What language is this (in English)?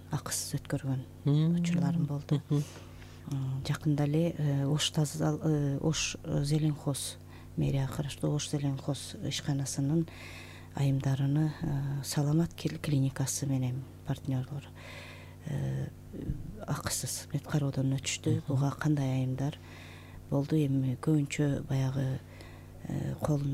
Kyrgyz